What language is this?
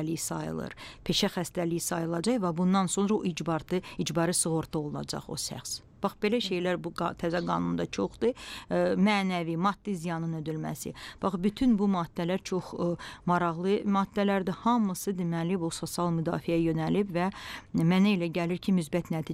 Azerbaijani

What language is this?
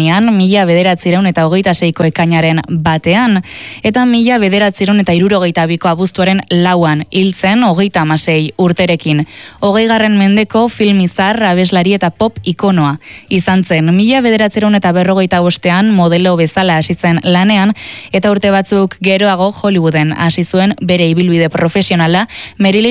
Basque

